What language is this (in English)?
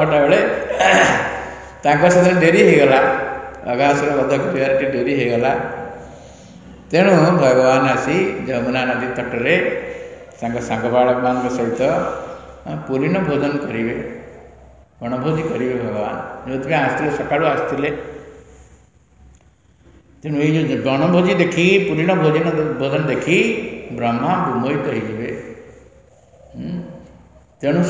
Odia